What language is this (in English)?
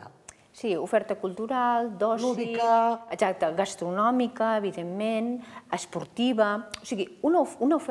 Catalan